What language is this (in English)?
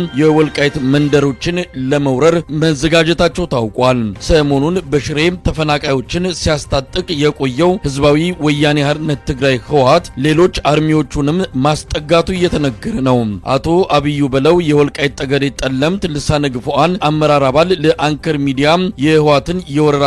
Amharic